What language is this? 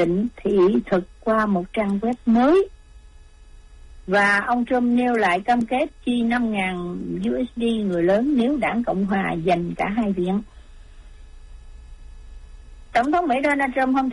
Vietnamese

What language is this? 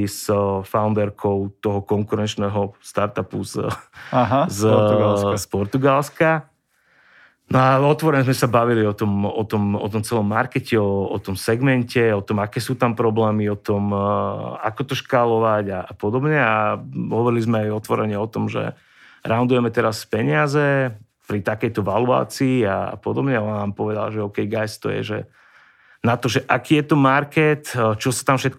Slovak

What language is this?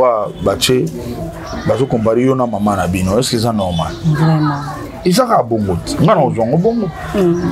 Lingala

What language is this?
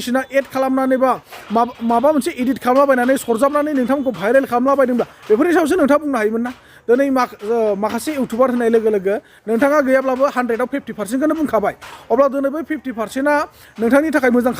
Bodo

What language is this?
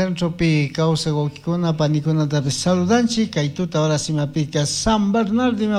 Chimborazo Highland Quichua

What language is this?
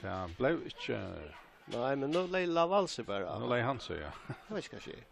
Faroese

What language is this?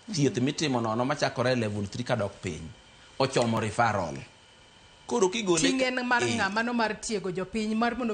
Luo (Kenya and Tanzania)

